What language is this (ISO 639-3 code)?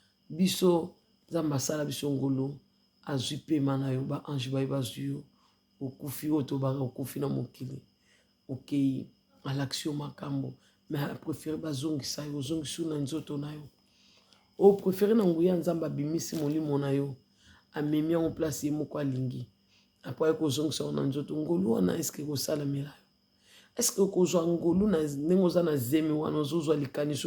lin